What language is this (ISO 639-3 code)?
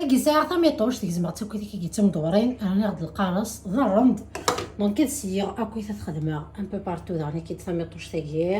kab